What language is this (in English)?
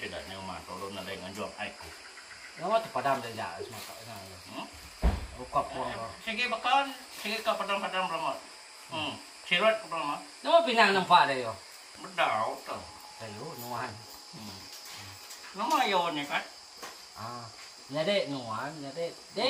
Iban